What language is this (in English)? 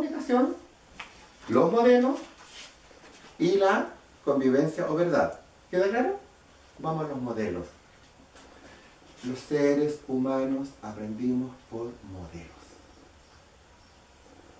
Spanish